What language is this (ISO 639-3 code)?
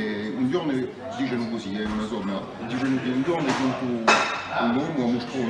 cos